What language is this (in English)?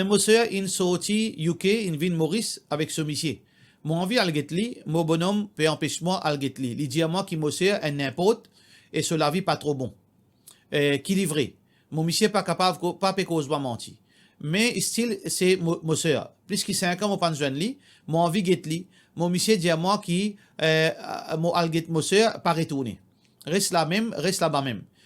Morisyen